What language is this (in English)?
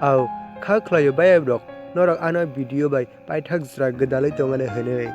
Kok Borok